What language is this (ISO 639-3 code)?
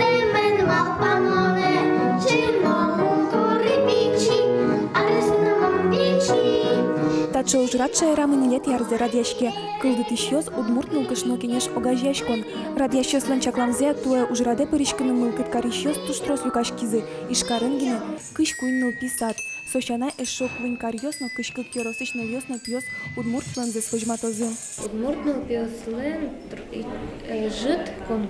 udm